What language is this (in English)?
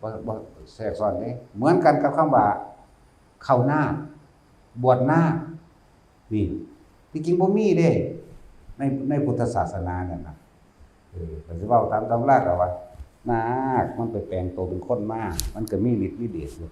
Lao